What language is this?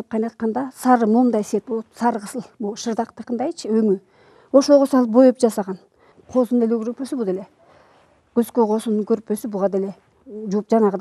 Kyrgyz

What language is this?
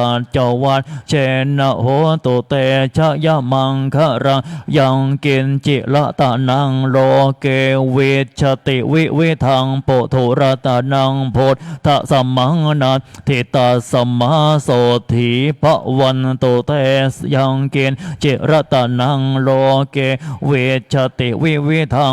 Pali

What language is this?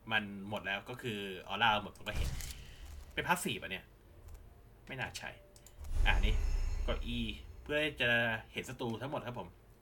Thai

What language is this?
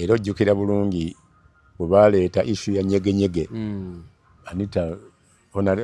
Ganda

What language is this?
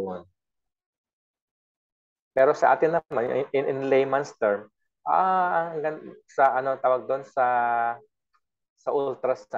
Filipino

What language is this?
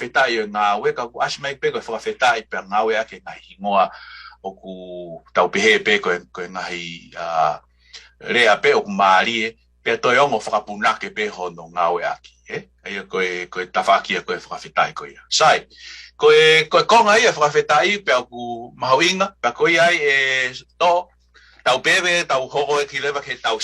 Tongan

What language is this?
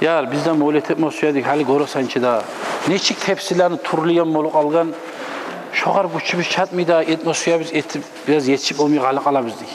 Kumyk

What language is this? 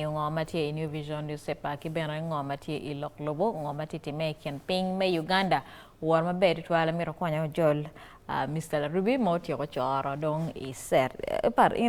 Acoli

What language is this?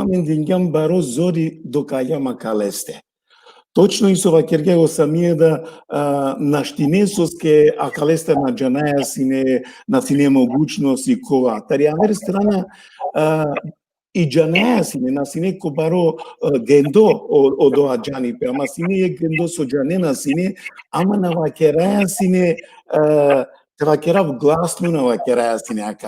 Balkan Romani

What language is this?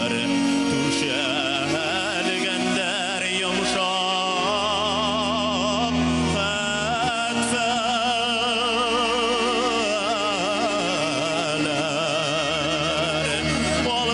Bashkir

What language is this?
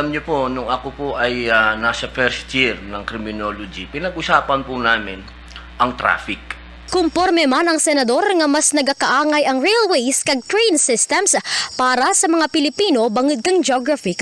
Kinaray-a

